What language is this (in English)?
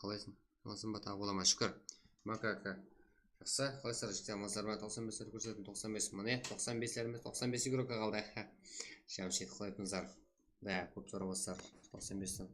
Kara-Kalpak